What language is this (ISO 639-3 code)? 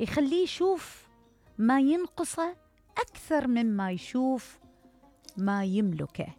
acm